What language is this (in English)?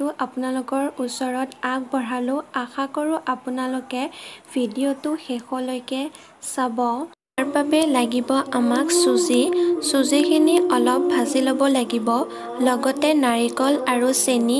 Assamese